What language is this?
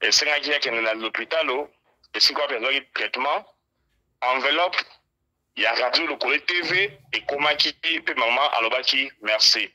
Lingala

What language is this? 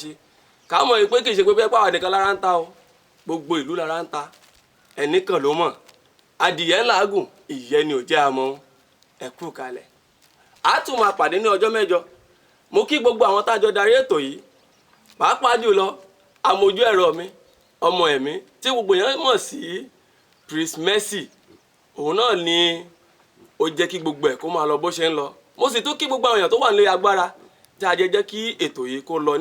Yoruba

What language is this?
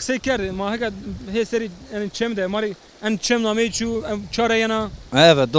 Zaza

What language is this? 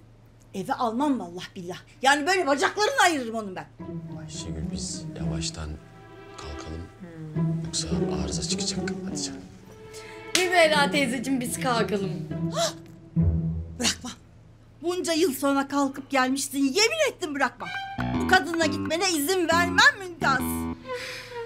Turkish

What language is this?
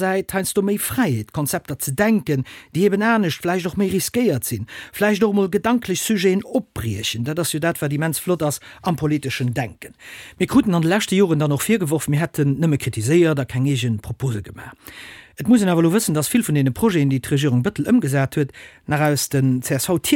Luxembourgish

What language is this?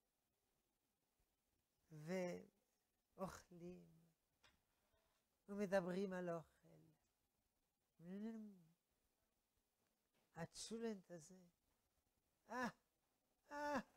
Hebrew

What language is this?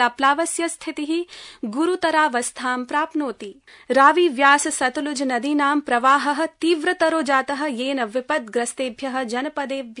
Sanskrit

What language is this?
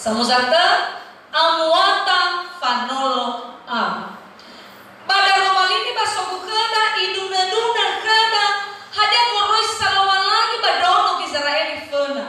Nias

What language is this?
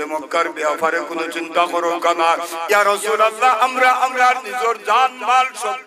Sylheti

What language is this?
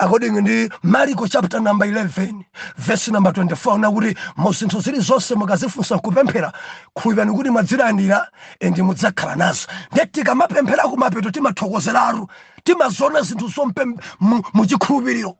Nyanja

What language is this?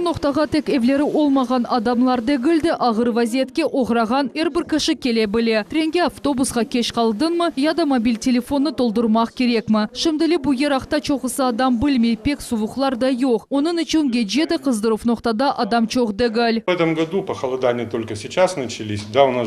Crimean Tatar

